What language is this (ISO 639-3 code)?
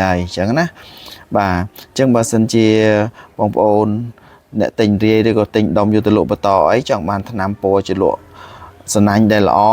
khm